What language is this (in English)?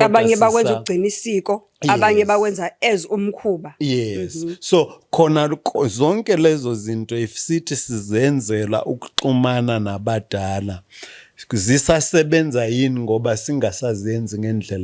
Zulu